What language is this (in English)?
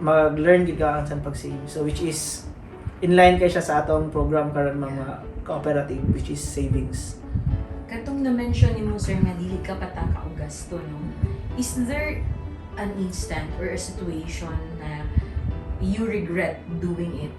Cebuano